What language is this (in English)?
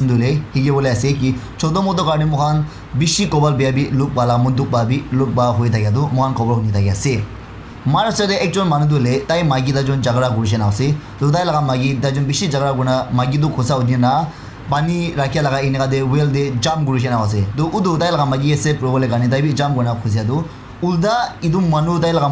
Naga Pidgin